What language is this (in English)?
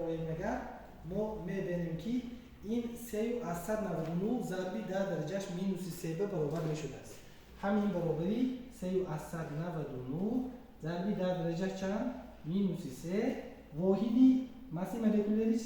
Tajik